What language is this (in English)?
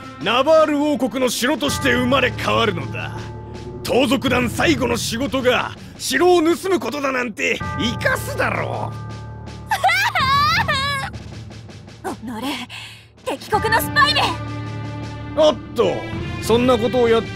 Japanese